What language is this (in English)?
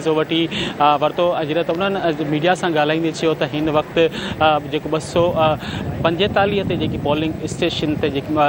Sindhi